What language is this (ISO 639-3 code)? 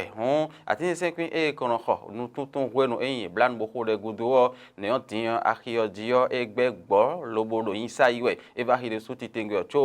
fon